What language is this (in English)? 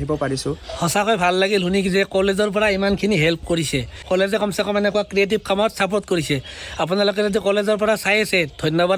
Assamese